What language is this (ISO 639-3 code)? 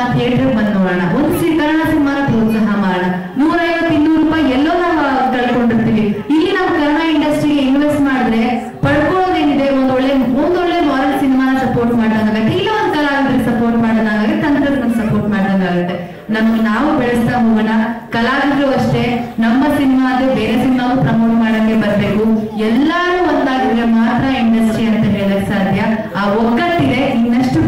kan